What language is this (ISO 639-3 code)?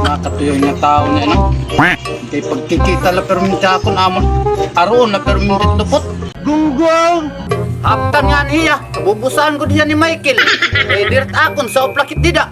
war